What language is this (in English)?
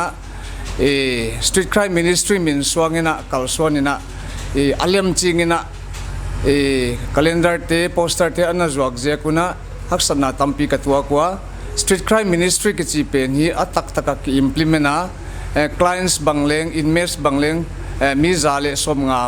Thado Chin